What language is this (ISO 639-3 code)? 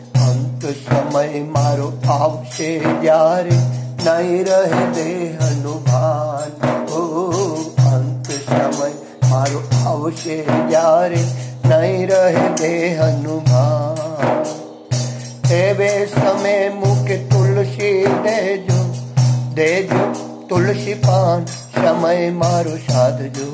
guj